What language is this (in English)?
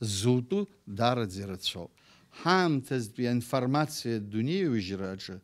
Abkhazian